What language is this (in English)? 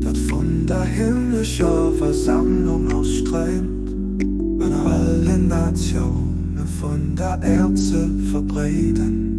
Luxembourgish